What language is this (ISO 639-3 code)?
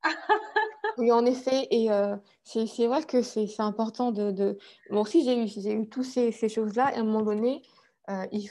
fra